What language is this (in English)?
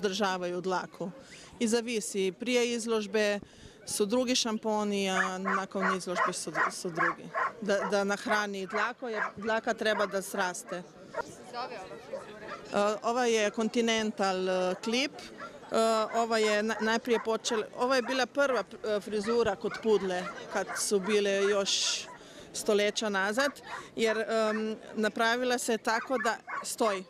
Bosnian